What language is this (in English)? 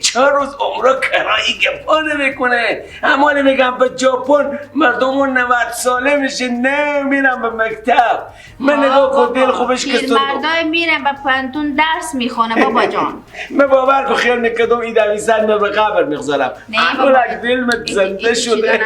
Persian